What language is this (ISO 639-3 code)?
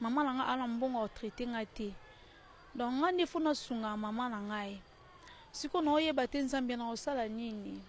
lin